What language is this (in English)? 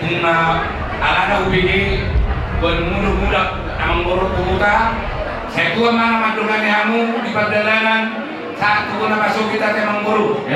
Batak Toba